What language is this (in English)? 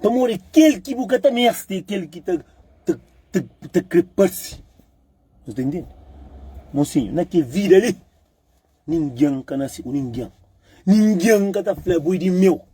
Kabuverdianu